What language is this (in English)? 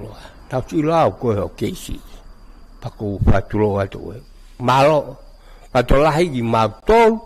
Tongan